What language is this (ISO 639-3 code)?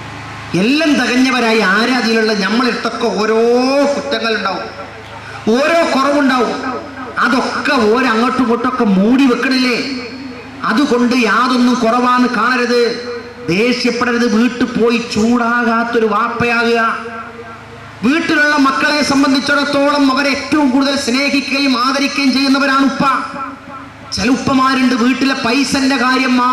mal